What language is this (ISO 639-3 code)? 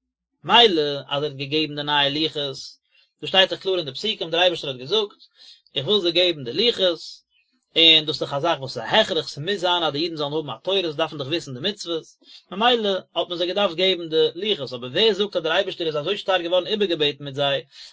yid